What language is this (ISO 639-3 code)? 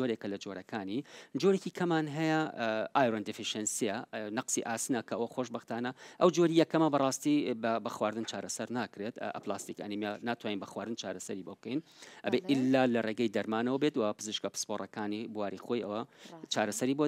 ckb